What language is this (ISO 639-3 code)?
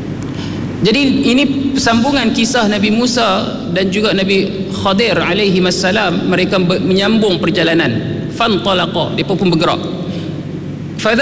msa